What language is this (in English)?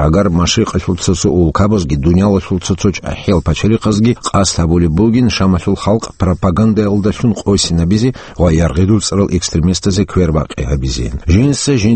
Avaric